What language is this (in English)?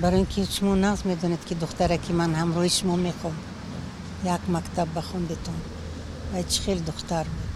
Tajik